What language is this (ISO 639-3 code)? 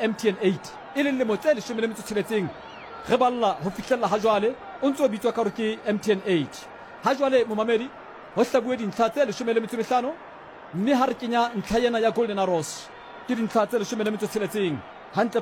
sot